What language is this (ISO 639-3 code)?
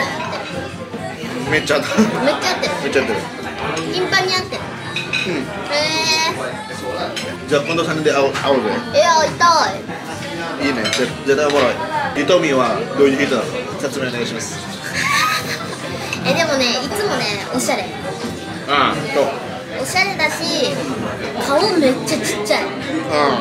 jpn